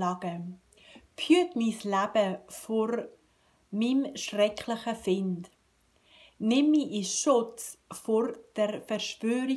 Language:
Swiss German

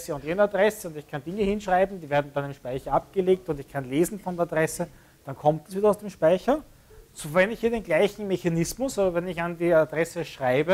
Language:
German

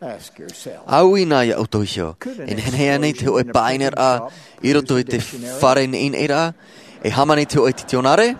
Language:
Tahitian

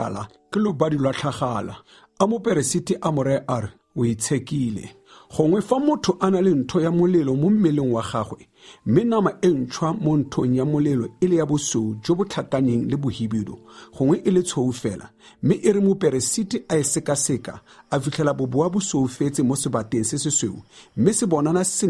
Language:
Tswana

